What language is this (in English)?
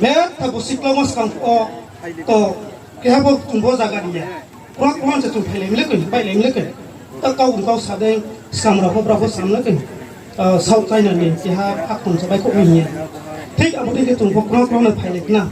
Riang (India)